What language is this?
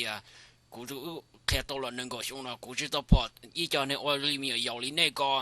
Hmong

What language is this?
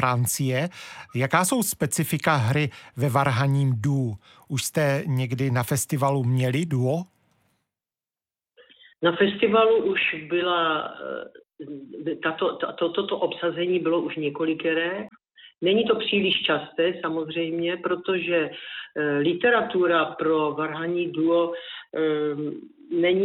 Czech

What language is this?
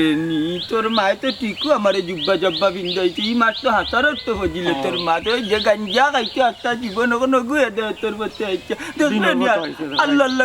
Sylheti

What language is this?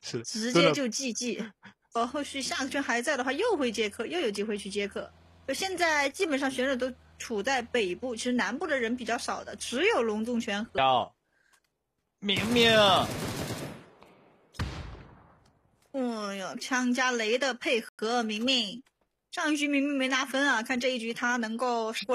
Chinese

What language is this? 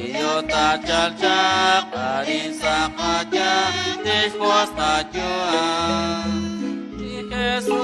Kekchí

